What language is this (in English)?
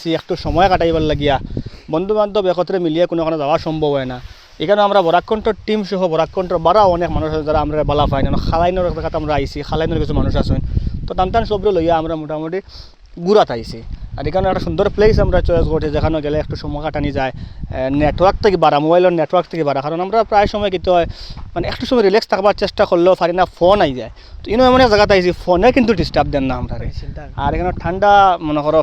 Sylheti